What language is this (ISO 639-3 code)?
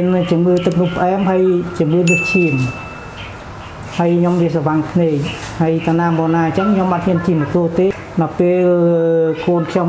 khm